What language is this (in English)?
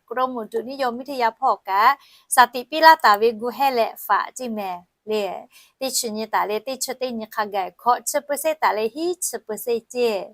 Lahu